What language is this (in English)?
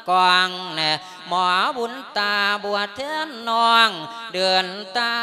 Lao